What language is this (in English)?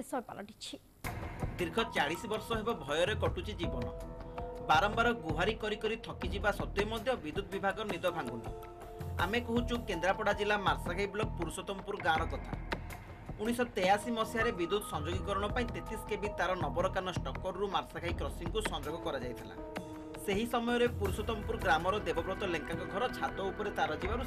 Odia